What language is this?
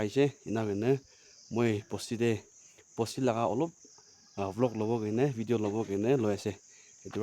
Naga Pidgin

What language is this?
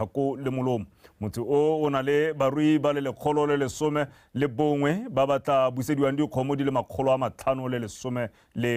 Tswana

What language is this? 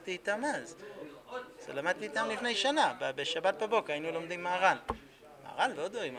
Hebrew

